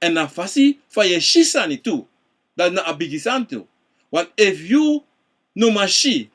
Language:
Sranan Tongo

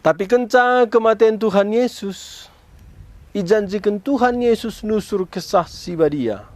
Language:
Batak Karo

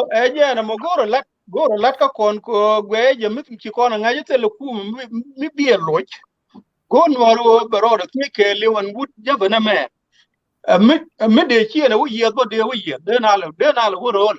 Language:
Nuer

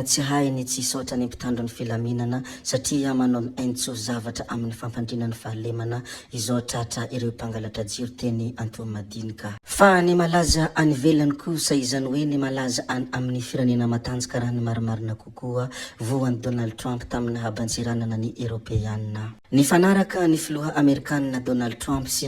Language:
Malagasy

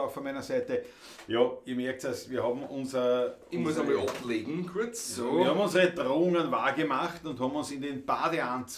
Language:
Bavarian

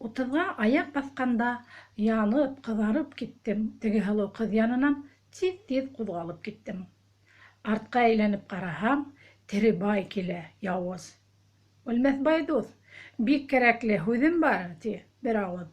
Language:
Bashkir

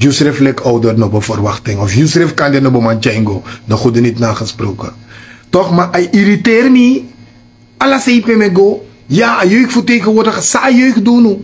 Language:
Sranan Tongo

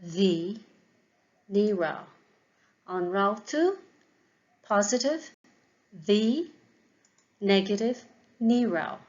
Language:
Irish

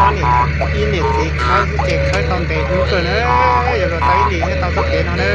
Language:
Hmong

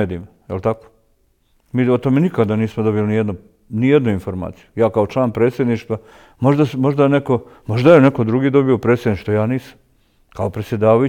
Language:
Bosnian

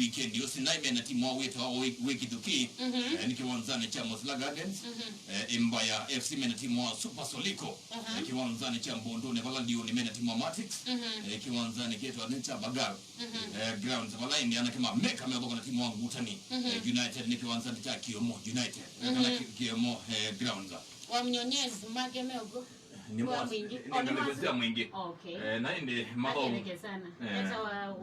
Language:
Kamba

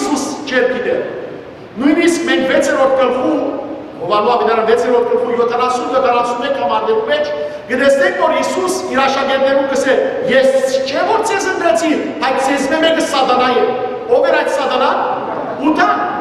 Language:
Western Armenian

